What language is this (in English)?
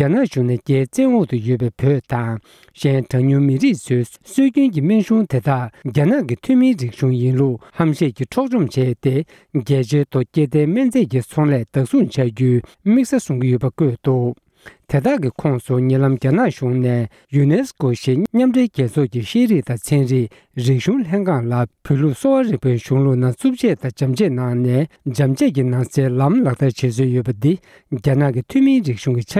Tibetan